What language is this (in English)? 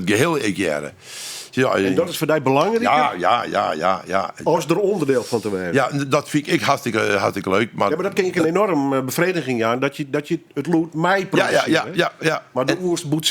Western Frisian